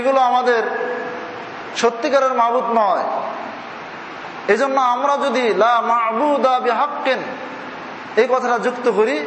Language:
Bangla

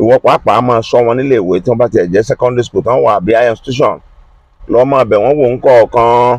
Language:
Yoruba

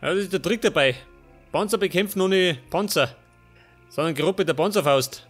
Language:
Bavarian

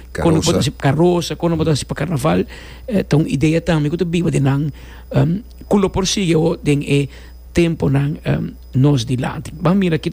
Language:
Papiamento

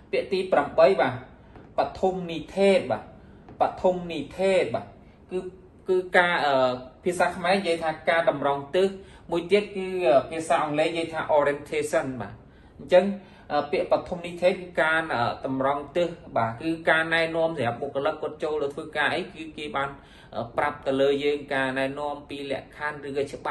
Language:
Khmer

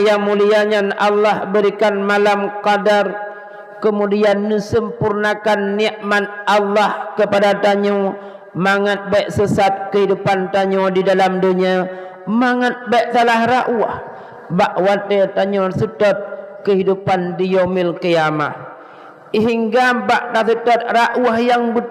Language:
Achinese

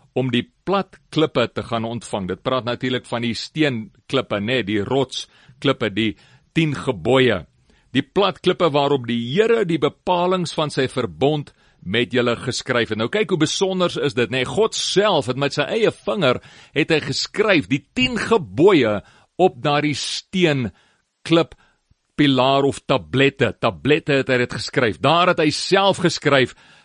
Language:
Afrikaans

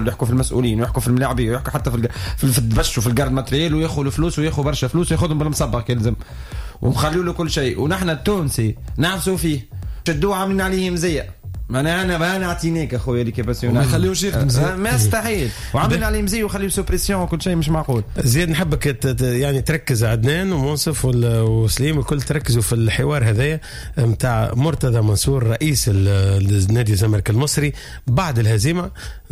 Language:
Tunisian Arabic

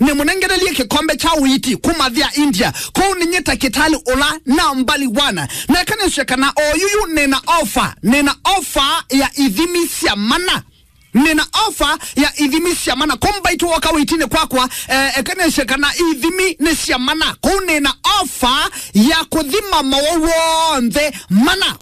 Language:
Kamba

